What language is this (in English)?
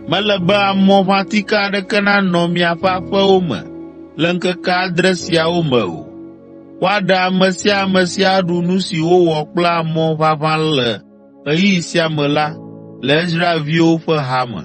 Ewe